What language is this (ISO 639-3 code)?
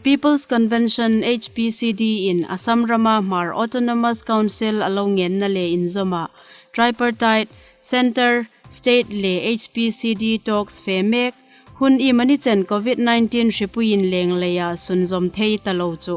hmr